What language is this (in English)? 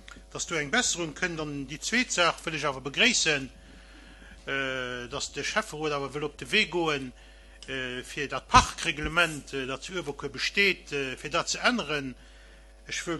Luxembourgish